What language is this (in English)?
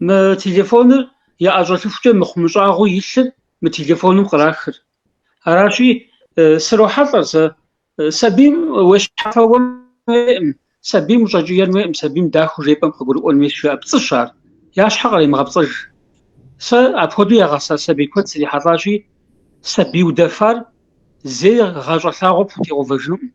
Kabardian